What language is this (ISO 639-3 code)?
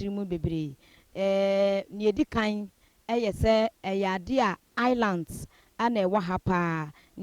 aka